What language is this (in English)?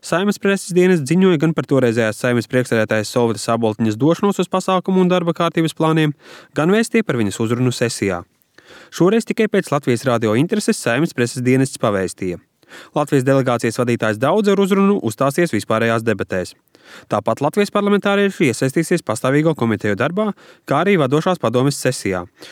Latvian